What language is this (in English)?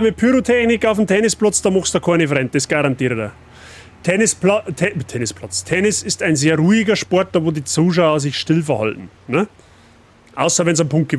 Bavarian